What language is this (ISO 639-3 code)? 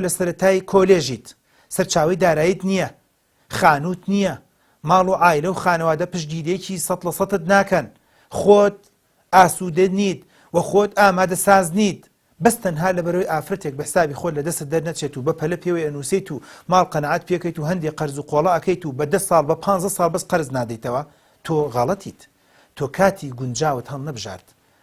ckb